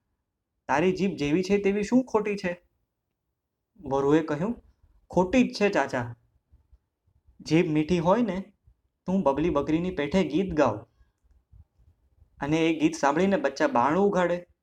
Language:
Gujarati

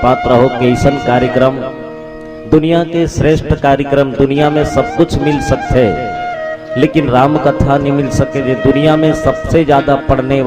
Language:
Chhattisgarhi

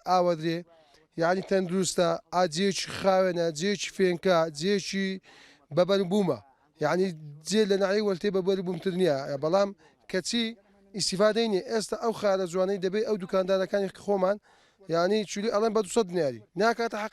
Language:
Central Kurdish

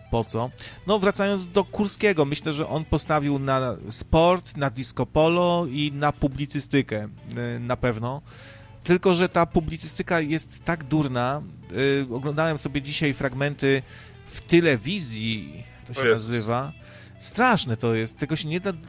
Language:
Polish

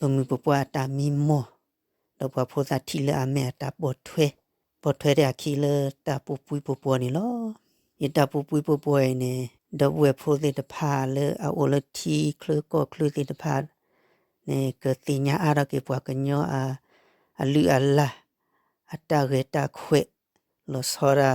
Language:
S'gaw Karen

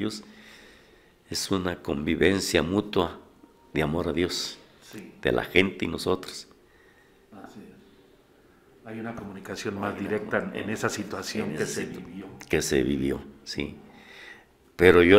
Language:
Spanish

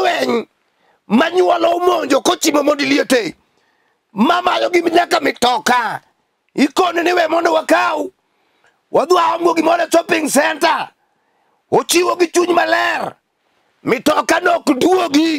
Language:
Luo (Kenya and Tanzania)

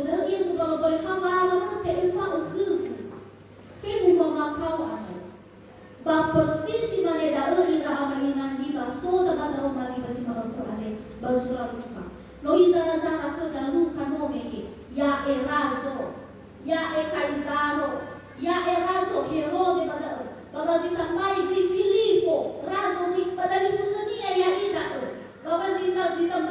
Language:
Nias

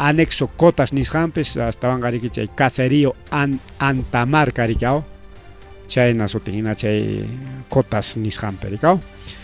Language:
Ayacucho Quechua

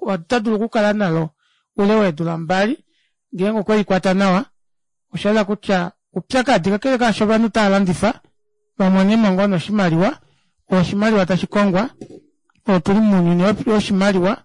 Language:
Kuanyama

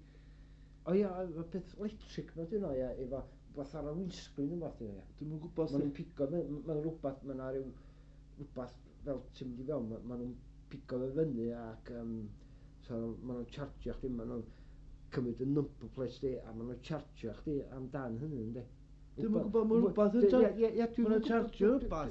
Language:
Welsh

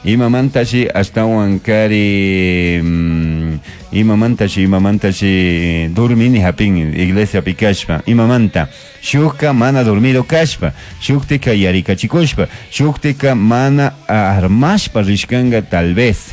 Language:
Chimborazo Highland Quichua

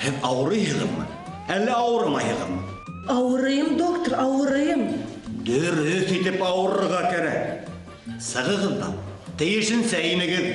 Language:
Bashkir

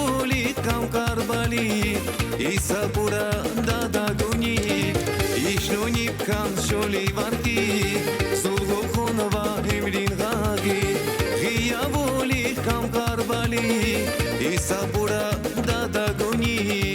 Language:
Tabassaran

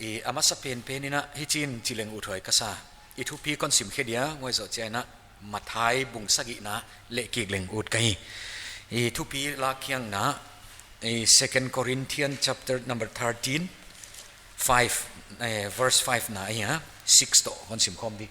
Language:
Paite Chin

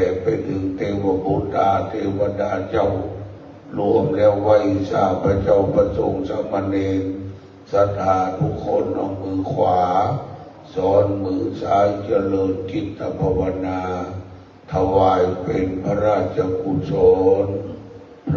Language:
Pali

